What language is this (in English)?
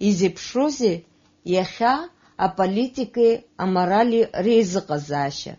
Abkhazian